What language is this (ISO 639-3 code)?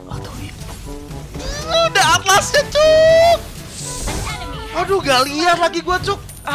ind